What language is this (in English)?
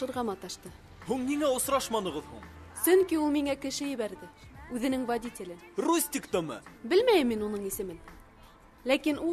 Bashkir